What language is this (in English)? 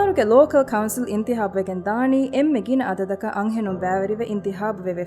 Divehi